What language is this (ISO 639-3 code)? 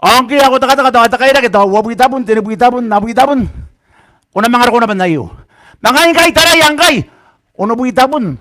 gil